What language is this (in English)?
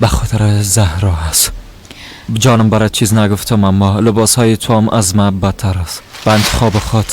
Persian